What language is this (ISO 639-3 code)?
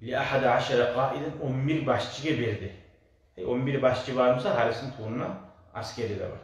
kum